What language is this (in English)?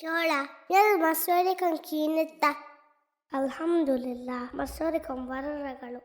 Divehi